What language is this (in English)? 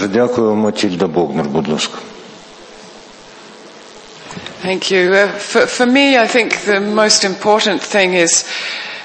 Ukrainian